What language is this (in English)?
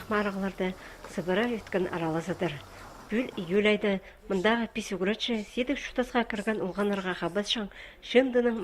Khakas